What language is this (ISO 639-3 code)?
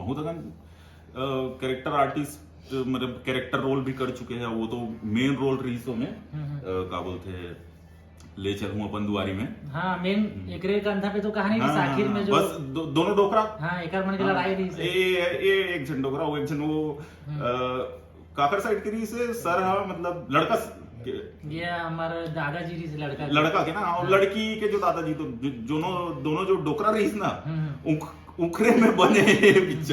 hne